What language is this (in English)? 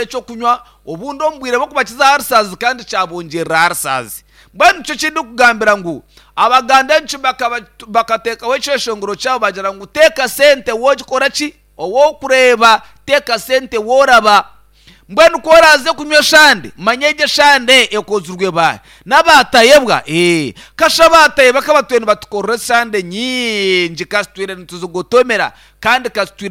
Nyankole